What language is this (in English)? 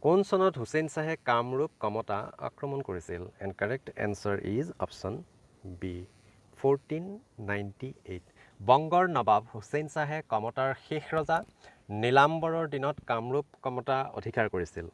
Assamese